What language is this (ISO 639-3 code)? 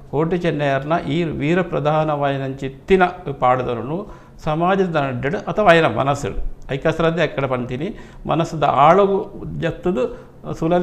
tcy